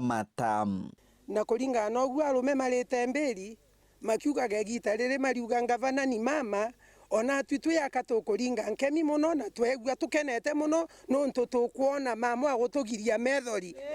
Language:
Meru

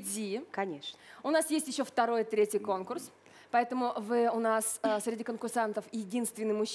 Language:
Russian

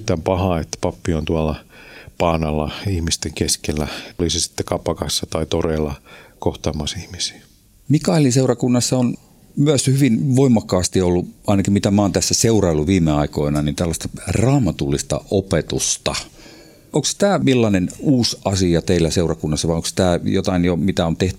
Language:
Finnish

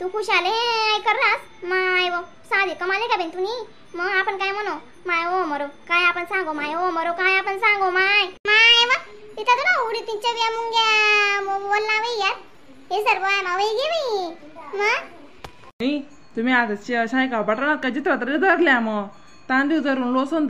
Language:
Khandesi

